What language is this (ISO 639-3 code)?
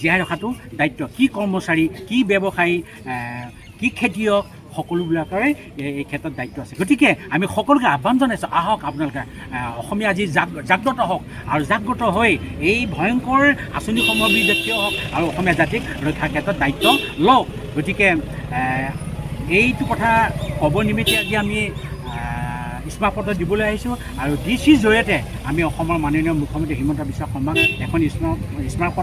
asm